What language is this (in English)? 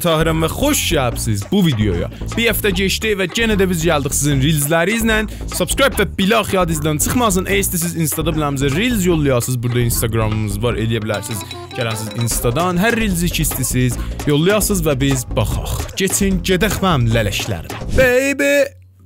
South Azerbaijani